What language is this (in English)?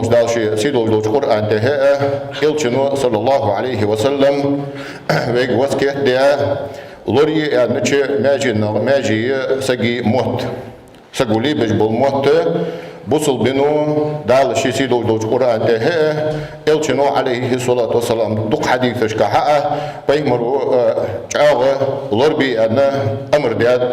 Ingush